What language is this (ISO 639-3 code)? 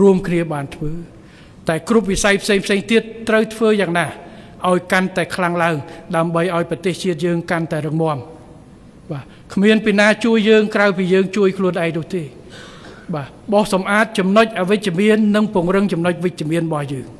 khm